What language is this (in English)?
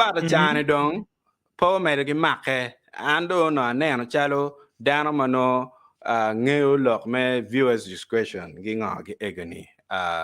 Acoli